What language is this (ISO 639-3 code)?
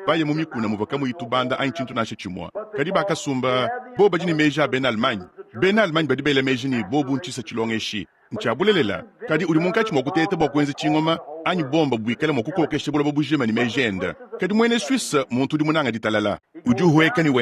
lua